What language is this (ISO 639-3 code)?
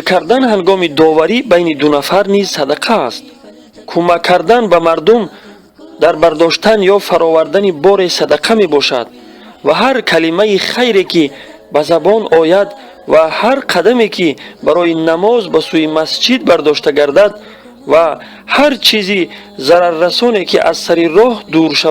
tgk